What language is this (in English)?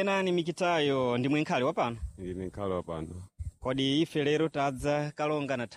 Sena